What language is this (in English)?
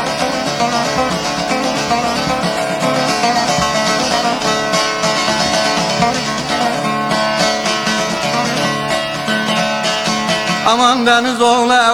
Turkish